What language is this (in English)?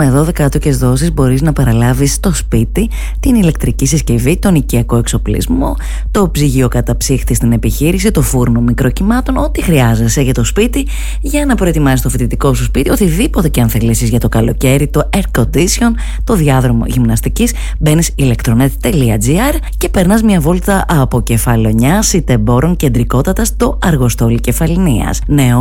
Greek